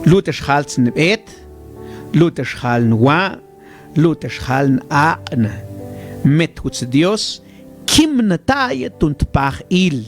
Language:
Mam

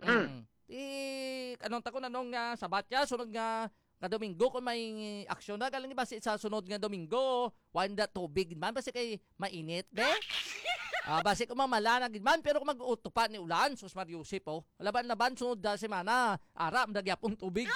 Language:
Hiligaynon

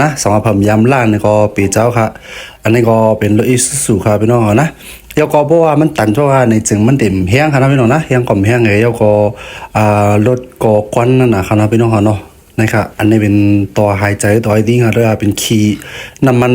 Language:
Shan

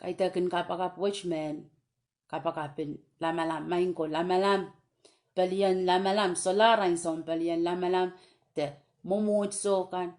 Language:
Pohnpeian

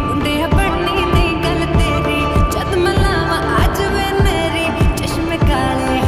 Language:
Punjabi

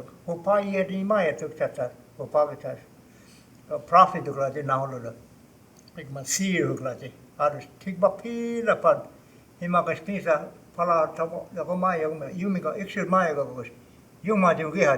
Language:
Choctaw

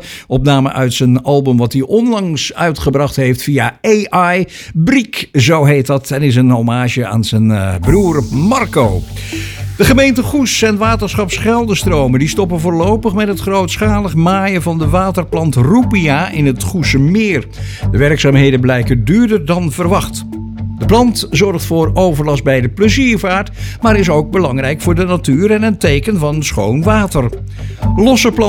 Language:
Dutch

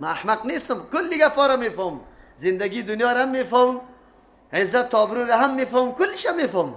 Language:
Persian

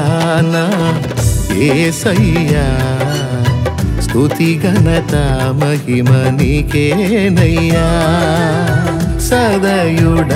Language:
Telugu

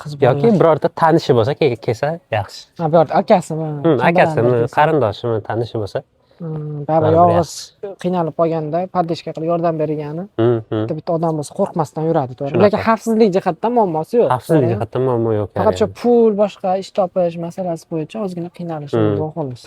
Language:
Uzbek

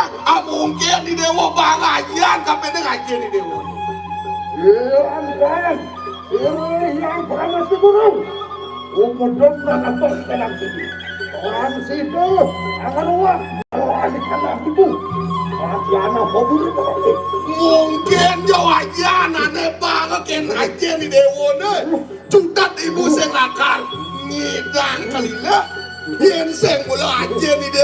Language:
Balinese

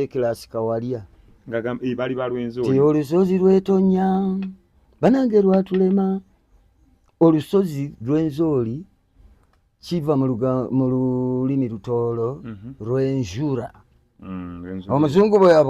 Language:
Ganda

